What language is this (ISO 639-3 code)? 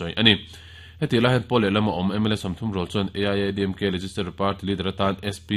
lus